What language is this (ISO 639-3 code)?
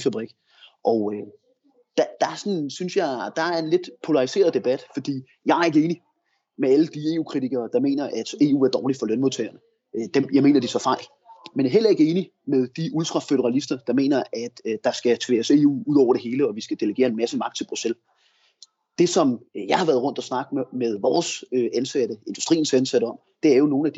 dan